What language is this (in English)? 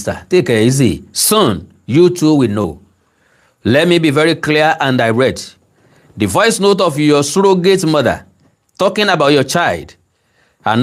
Yoruba